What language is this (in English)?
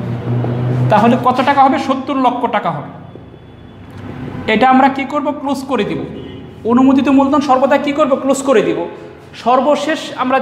Bangla